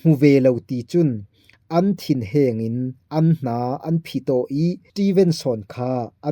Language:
Falam Chin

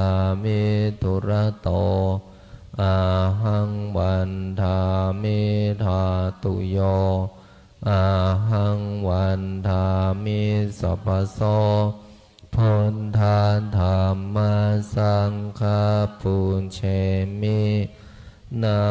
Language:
Pali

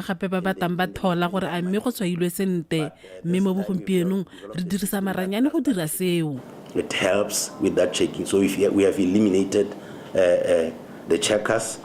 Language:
Tswana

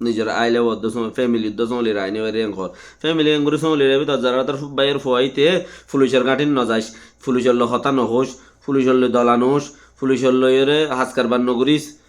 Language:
Rohingya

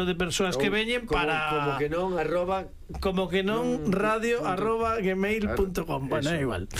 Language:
Galician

